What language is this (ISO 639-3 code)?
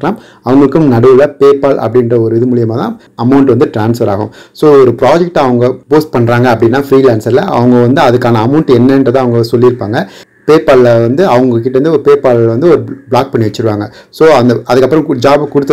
tam